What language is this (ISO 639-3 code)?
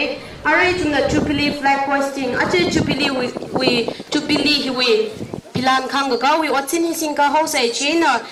nmf